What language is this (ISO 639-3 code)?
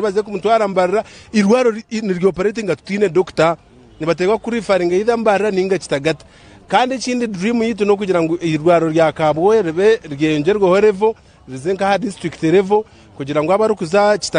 nyn